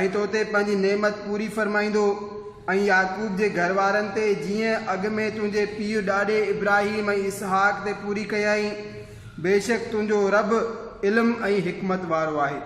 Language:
Sindhi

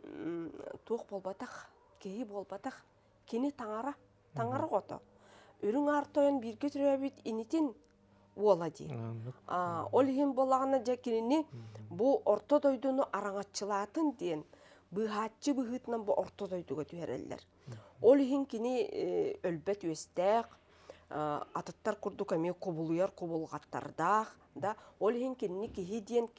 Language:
Yakut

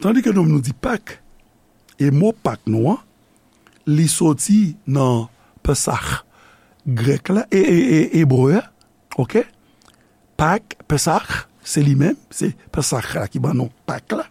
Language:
Haitian Creole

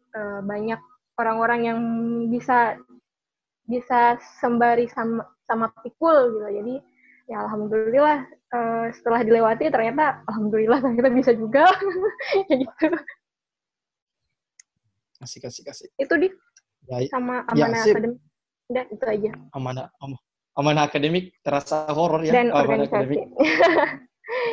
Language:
Indonesian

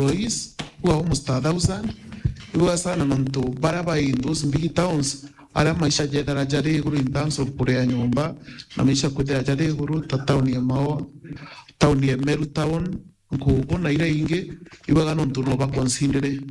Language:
Meru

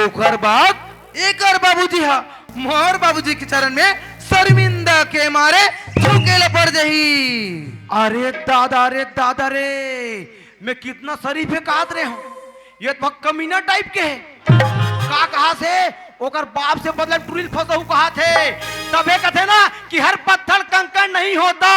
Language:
Chhattisgarhi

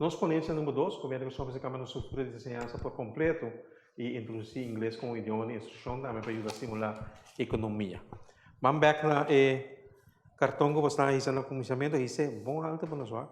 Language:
Papiamento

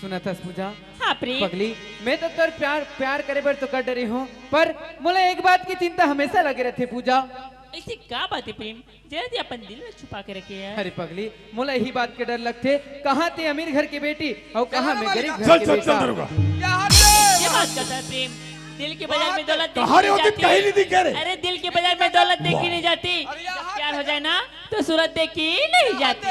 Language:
Chhattisgarhi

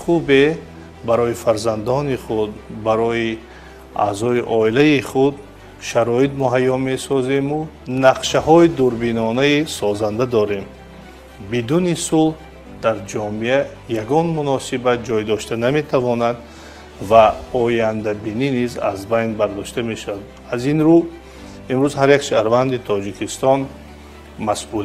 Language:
Tajik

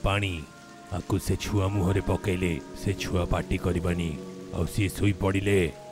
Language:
Odia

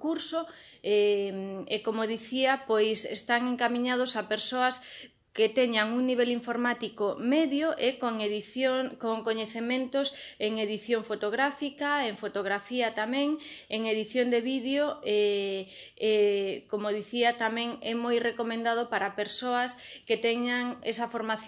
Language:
Galician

